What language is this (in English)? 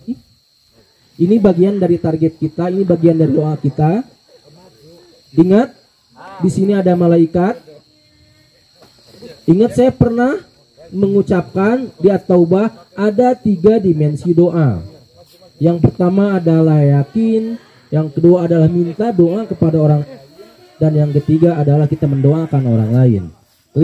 Indonesian